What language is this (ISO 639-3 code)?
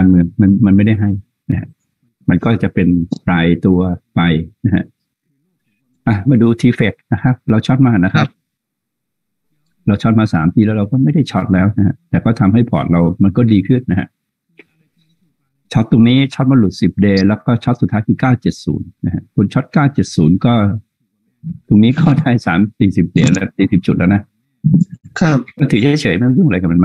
tha